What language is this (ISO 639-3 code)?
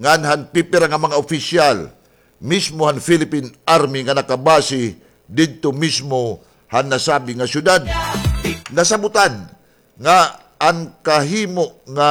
war